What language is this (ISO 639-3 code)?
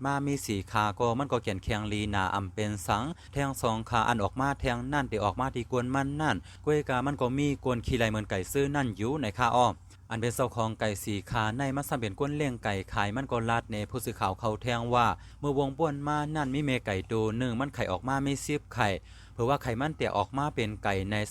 shn